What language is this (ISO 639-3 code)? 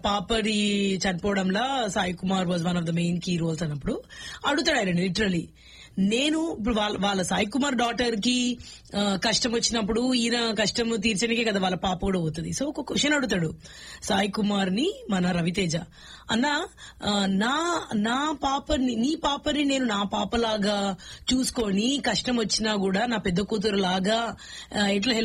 tel